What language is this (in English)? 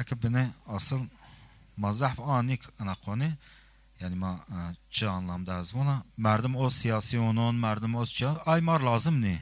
Zaza